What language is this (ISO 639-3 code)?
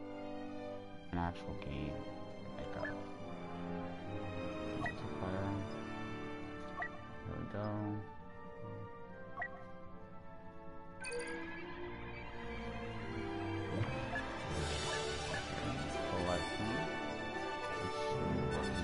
eng